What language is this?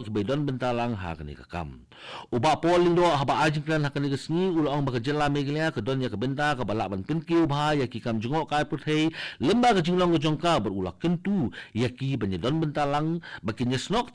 Khasi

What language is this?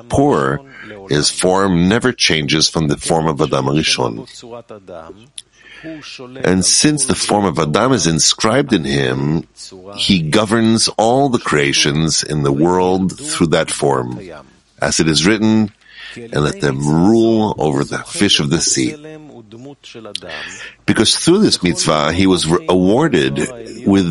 English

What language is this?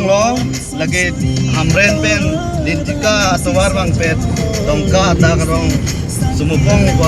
Karbi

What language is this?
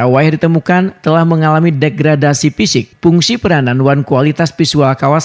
Banjar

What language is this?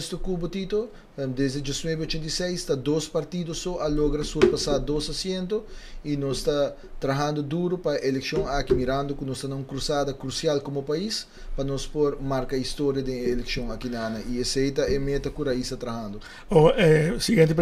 Papiamento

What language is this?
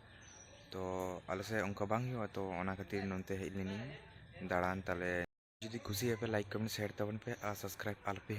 Santali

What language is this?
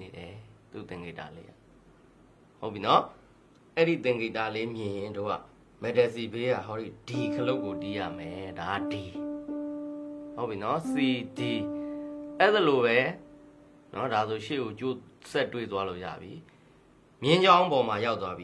Burmese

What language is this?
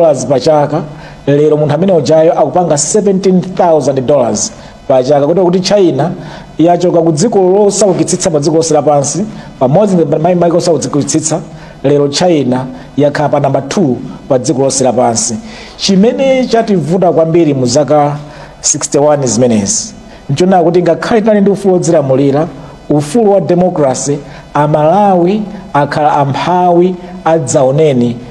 Nyanja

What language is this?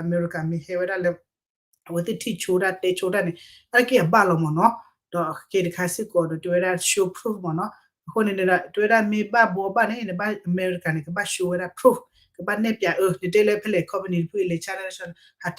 S'gaw Karen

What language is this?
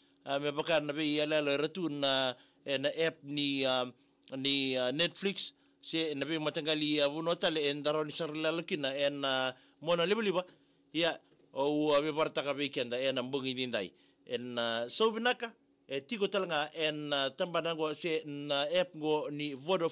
Fijian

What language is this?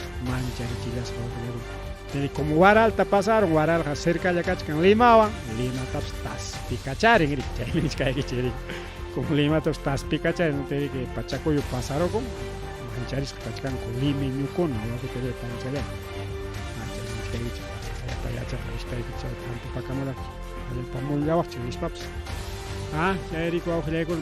Ayacucho Quechua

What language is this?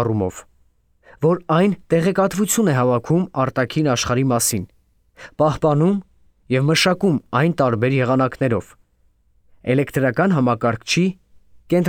Armenian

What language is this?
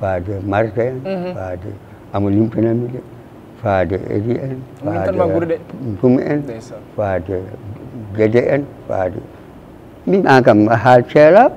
Fula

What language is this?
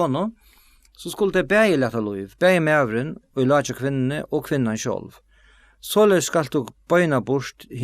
Faroese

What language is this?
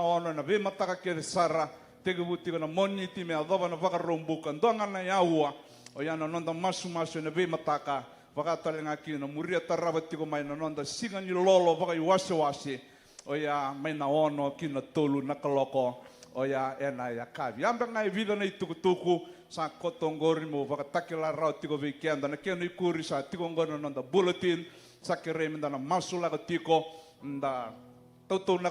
Fijian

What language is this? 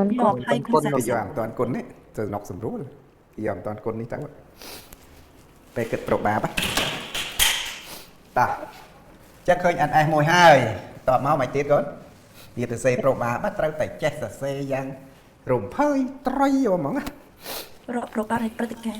Khmer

